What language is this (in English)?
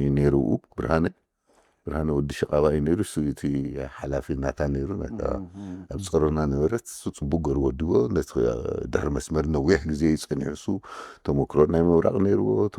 Tigrinya